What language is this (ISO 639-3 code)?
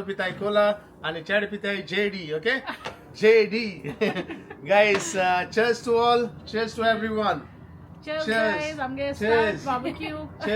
kok